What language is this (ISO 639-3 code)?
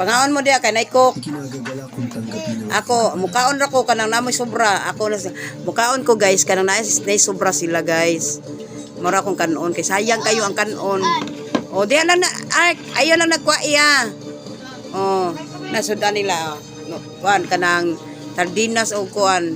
ceb